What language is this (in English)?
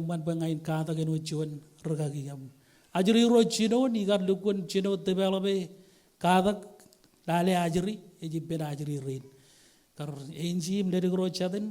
Marshallese